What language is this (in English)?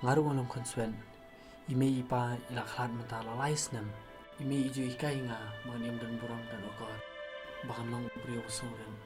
Khasi